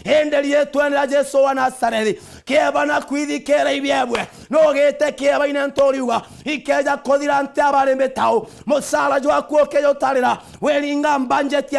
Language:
Meru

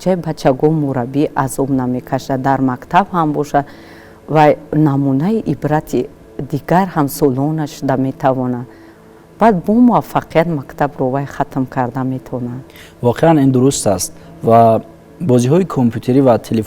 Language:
Tajik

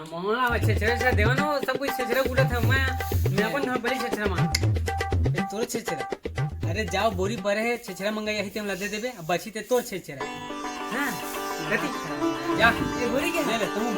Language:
Chhattisgarhi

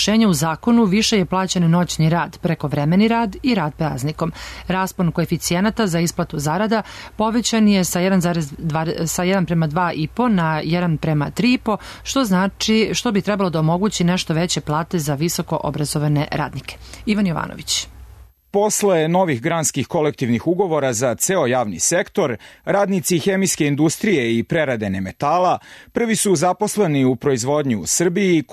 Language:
Serbian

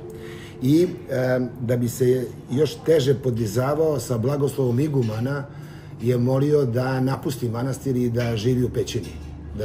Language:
Serbian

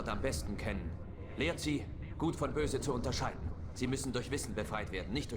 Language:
Bavarian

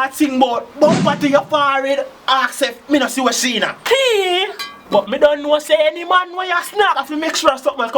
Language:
Jamaican Creole English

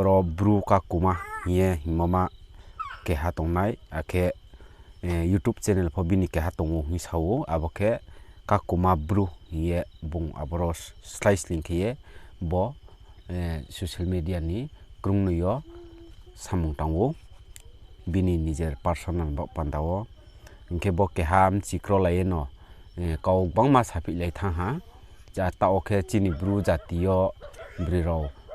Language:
Riang (India)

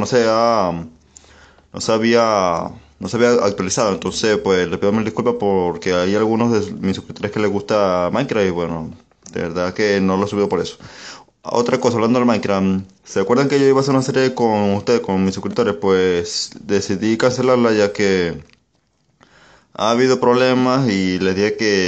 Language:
Spanish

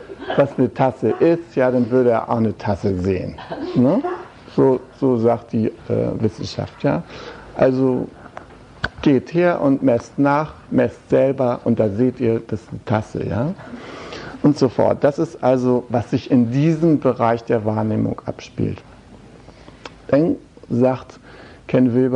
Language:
German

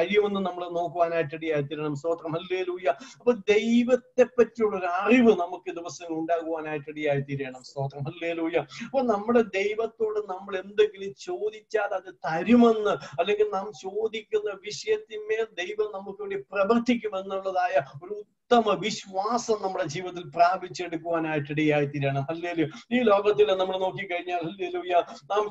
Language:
Malayalam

